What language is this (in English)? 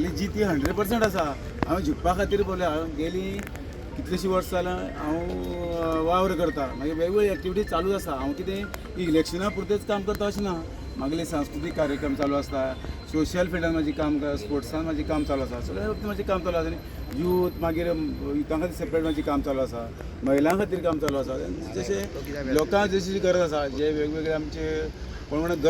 Konkani